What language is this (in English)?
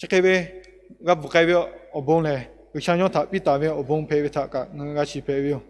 Lahu